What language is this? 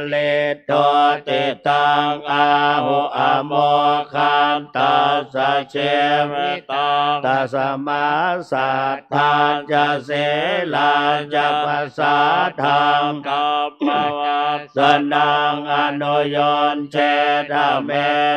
Pali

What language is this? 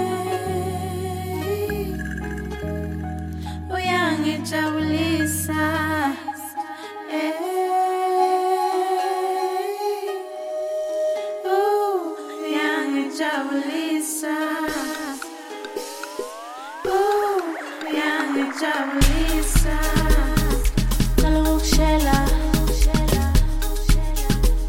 Zulu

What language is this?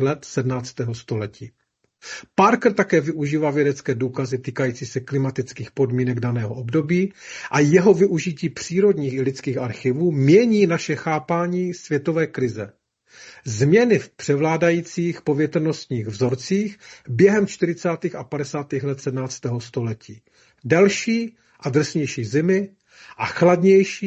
Czech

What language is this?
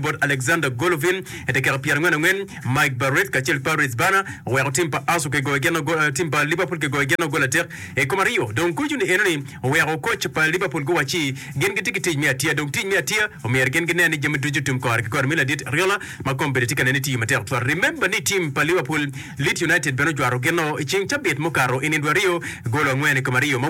Acoli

